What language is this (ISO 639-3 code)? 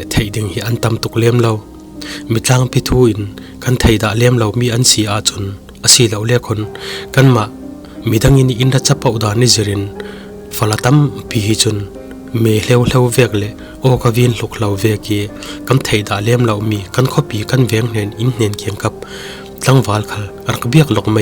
cfm